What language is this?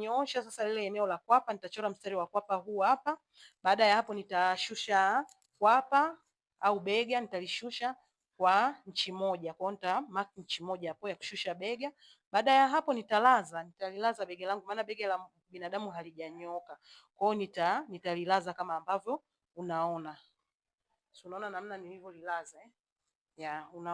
Swahili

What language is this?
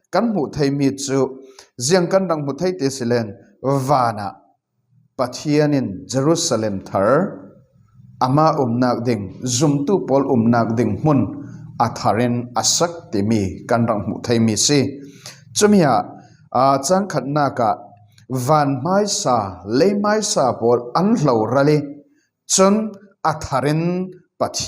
Falam Chin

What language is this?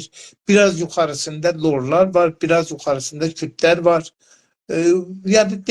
South Azerbaijani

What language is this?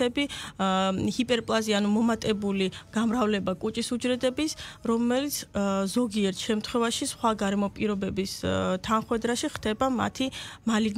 Georgian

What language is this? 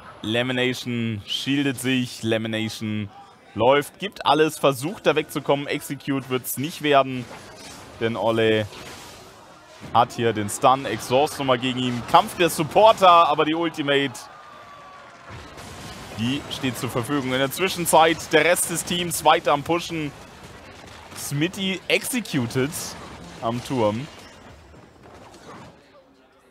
German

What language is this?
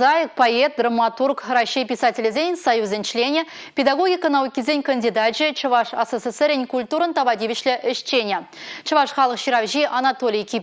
Chuvash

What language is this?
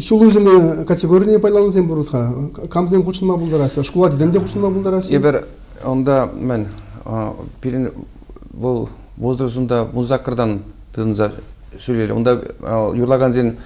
Chuvash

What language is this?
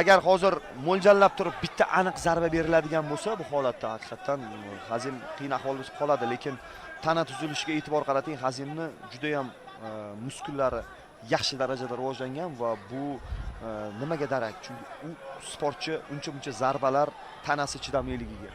Uzbek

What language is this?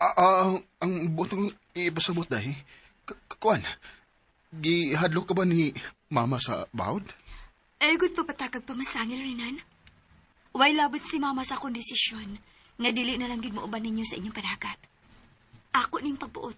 Cebuano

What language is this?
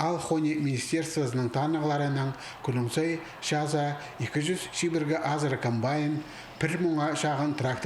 Khakas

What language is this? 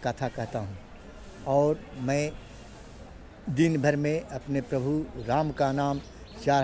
Hindi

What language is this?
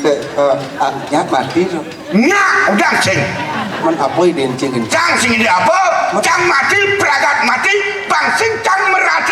Balinese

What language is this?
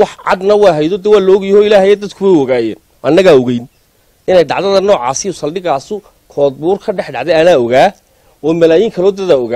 Somali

